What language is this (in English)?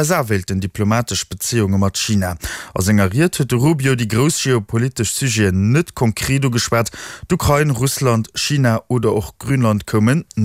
Luxembourgish